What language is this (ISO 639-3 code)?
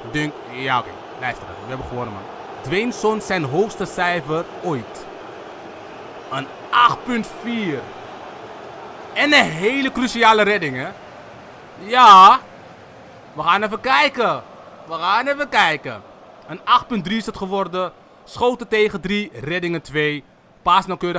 nld